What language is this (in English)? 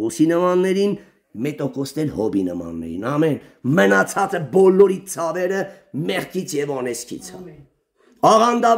Armenian